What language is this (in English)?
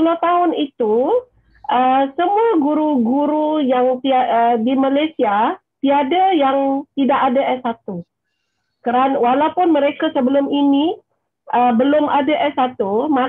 Malay